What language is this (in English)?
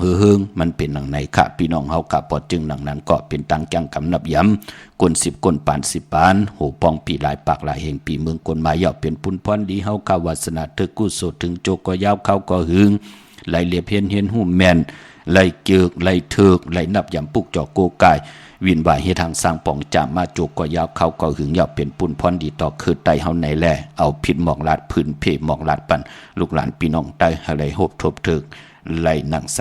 Shan